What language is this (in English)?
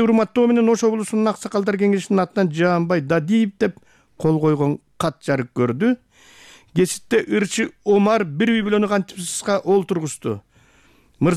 Kyrgyz